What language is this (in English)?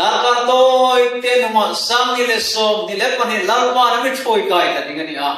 Hmar